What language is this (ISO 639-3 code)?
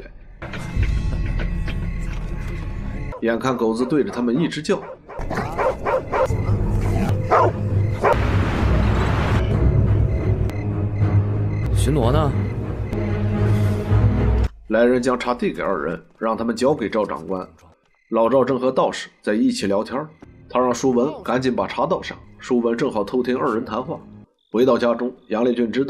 zho